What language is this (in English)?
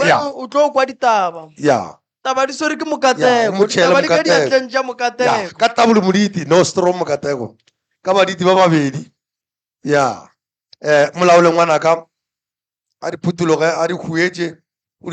Northern Sotho